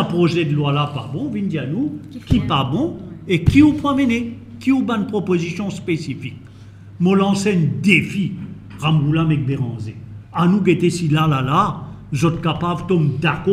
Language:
Morisyen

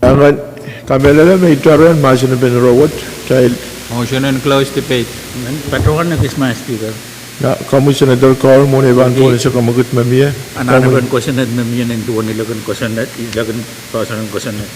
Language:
Pohnpeian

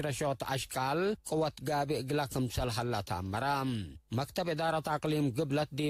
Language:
Tigre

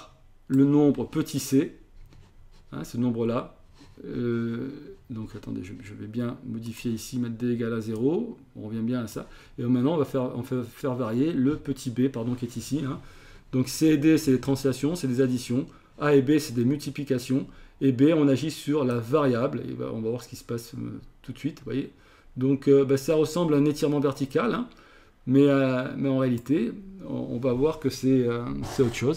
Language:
French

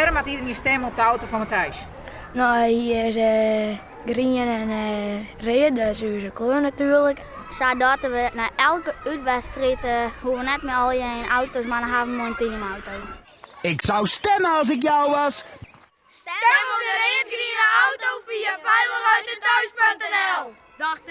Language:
Western Frisian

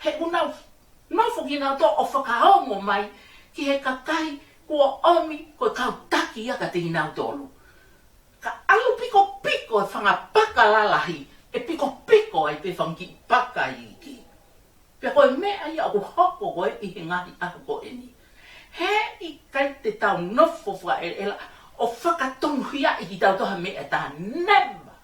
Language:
Tongan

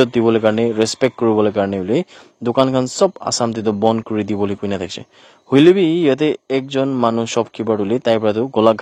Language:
Naga Pidgin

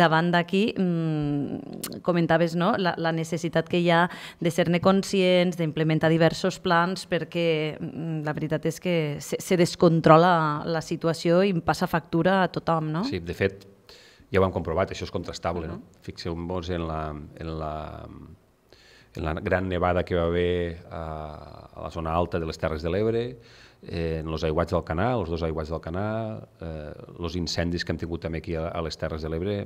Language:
Catalan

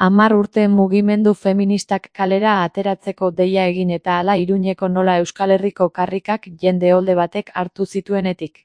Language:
Basque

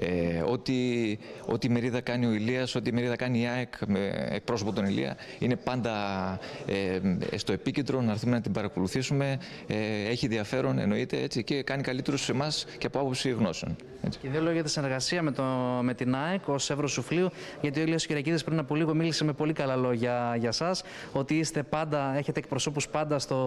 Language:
Greek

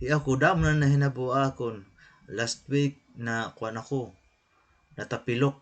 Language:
Waray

